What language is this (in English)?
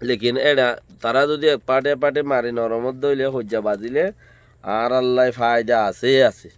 Rohingya